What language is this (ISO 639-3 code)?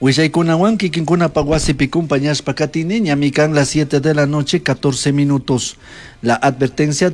qug